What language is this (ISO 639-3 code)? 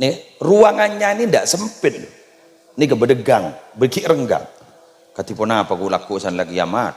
mad